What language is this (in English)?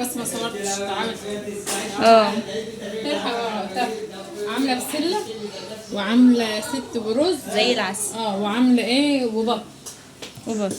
Egyptian Arabic